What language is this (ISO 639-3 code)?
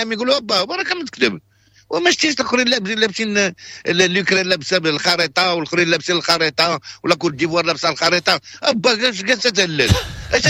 ary